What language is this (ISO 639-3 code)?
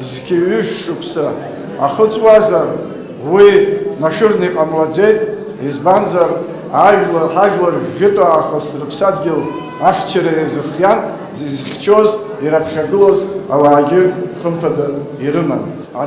abk